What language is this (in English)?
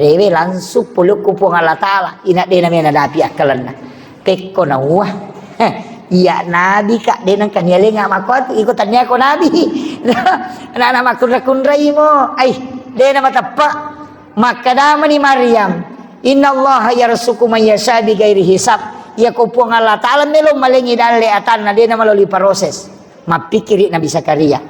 Buginese